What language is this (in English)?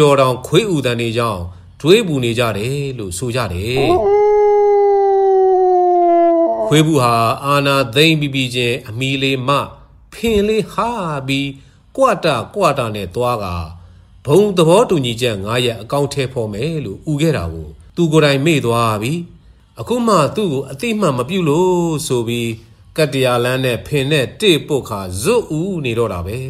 Burmese